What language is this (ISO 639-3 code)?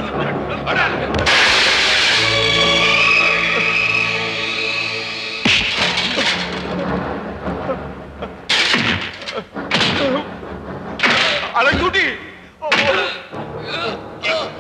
mal